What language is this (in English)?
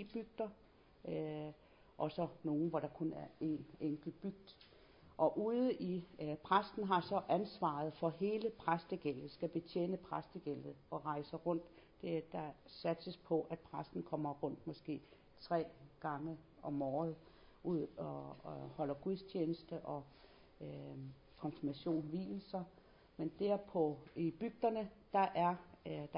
Danish